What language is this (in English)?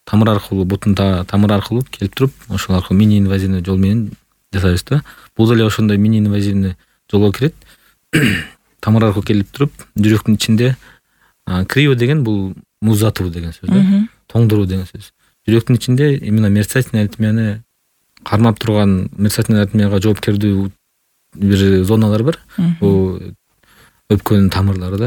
Kyrgyz